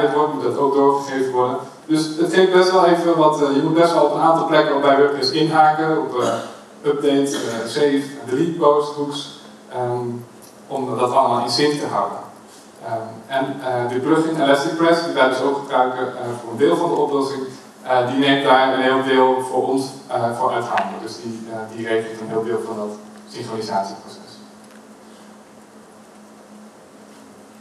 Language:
Dutch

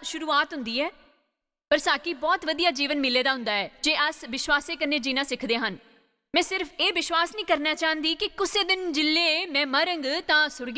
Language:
Dogri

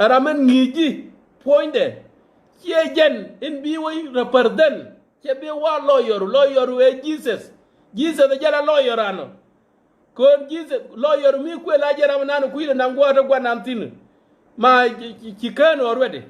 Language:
Nuer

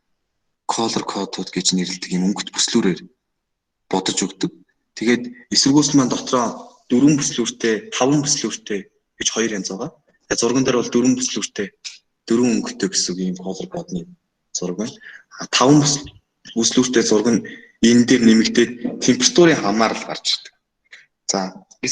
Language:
Mongolian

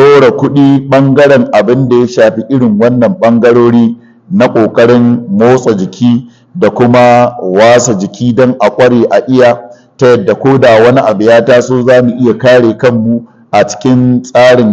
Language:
Hausa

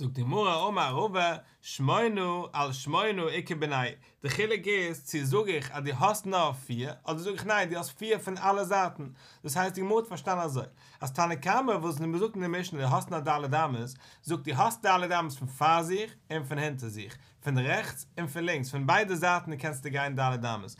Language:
Yiddish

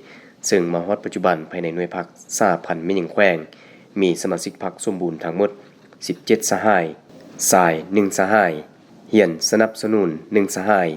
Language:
Lao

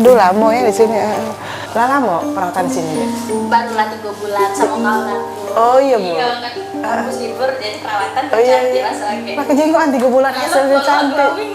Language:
Musi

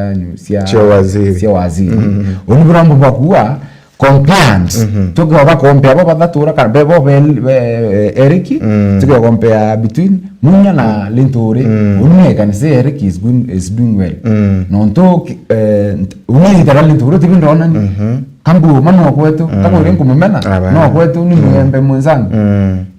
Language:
Meru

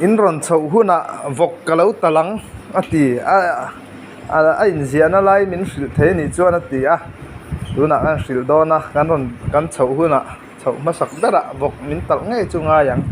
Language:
Mizo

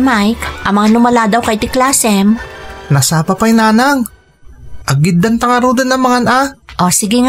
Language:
Iloko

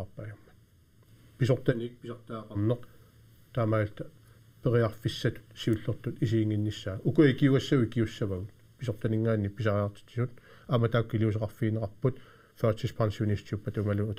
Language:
Kalaallisut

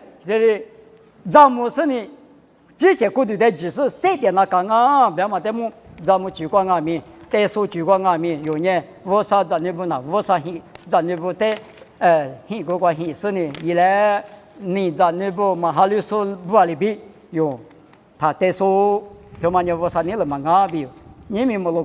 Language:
Lisu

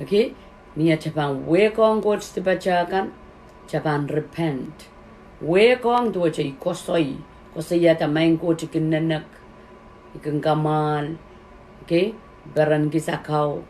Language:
Pohnpeian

